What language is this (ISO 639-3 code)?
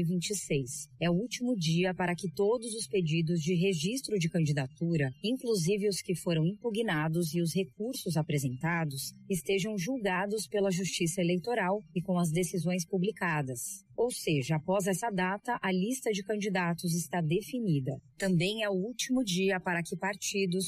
por